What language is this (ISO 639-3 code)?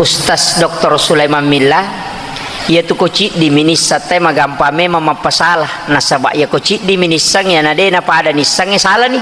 bug